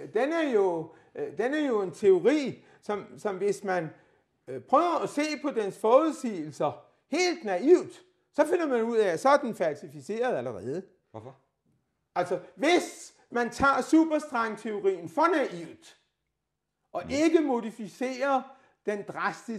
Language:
Danish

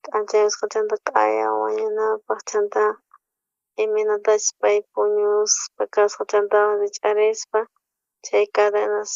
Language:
South Bolivian Quechua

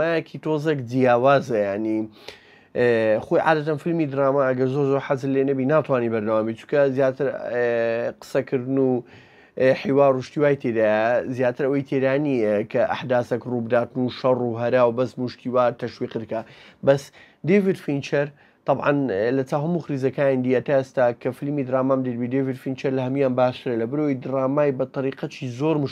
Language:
Central Kurdish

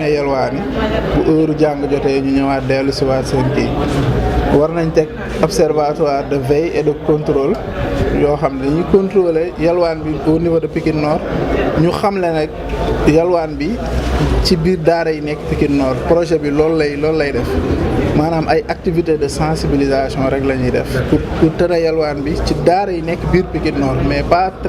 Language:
Wolof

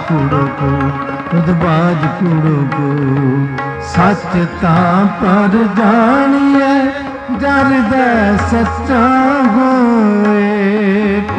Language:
Punjabi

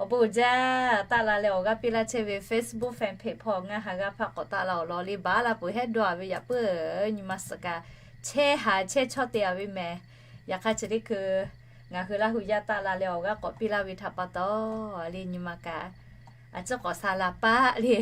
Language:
Lahu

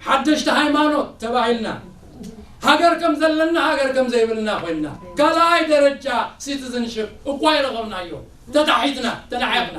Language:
Tigrinya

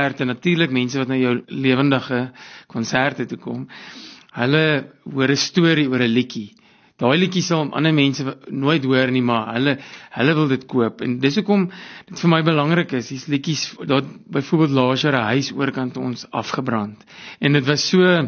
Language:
Afrikaans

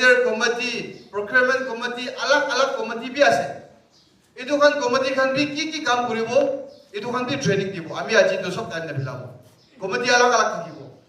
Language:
Naga Pidgin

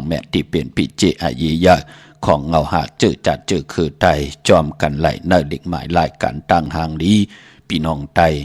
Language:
Shan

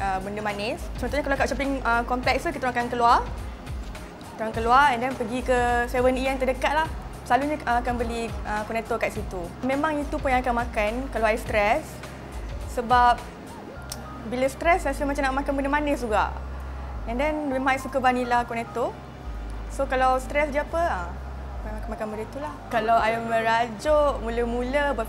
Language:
Malay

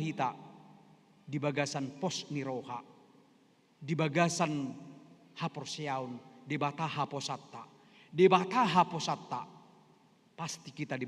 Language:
Batak Toba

